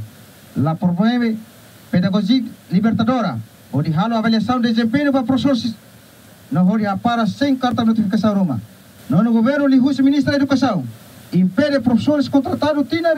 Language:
Tetum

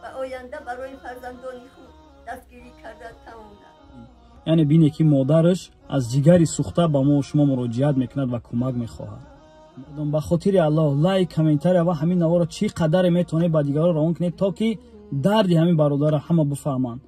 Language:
Tajik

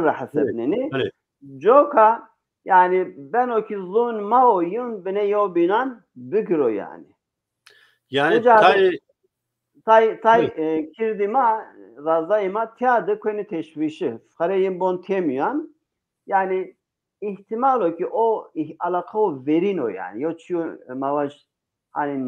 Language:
Zaza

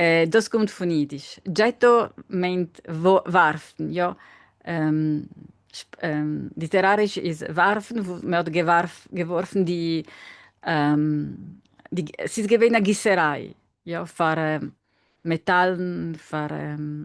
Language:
Yiddish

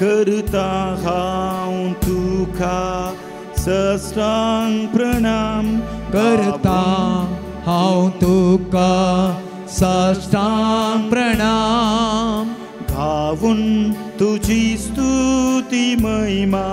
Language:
Konkani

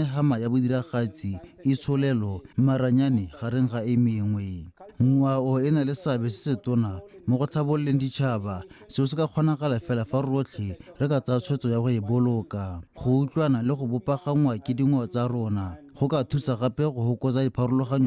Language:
Tswana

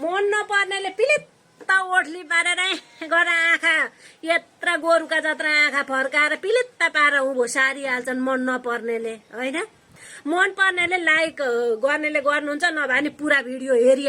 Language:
Nepali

